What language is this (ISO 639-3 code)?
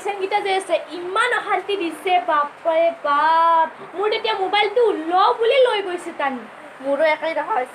asm